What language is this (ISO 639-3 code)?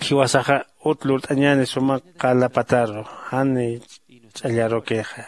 aym